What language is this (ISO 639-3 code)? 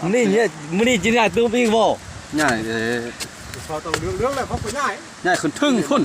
lao